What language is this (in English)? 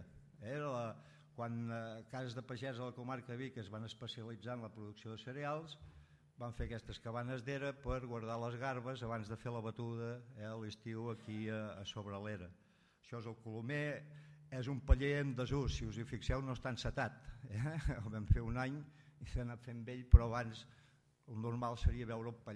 Catalan